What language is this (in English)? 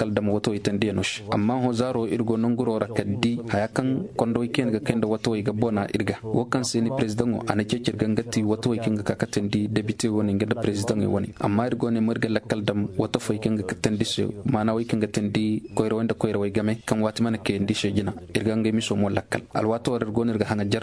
Koyraboro Senni